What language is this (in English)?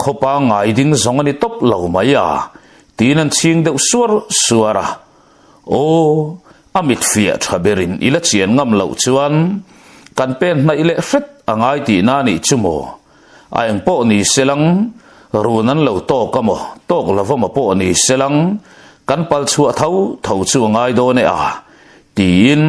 Mizo